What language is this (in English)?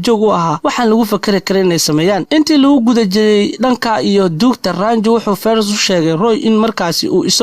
Somali